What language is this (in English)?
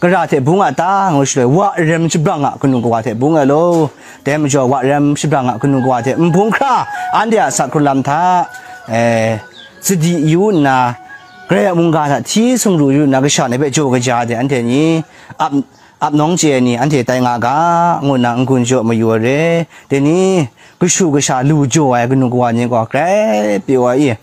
Kachin